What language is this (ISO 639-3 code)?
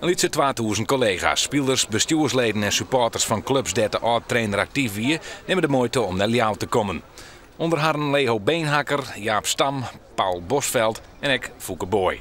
fry